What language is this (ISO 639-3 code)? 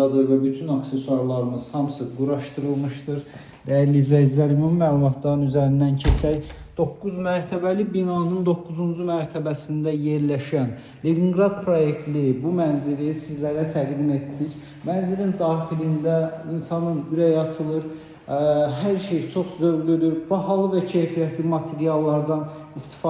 aze